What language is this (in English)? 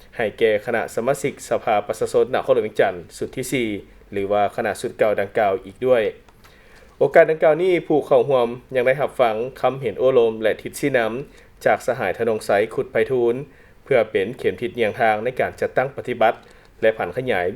Lao